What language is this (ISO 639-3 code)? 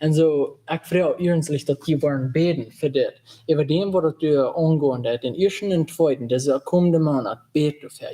pdt